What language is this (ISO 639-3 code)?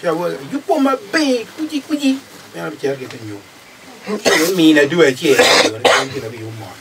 ach